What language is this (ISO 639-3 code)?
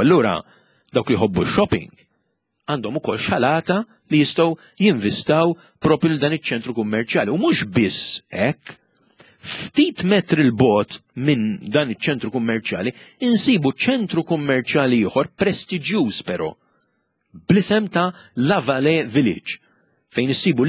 mlt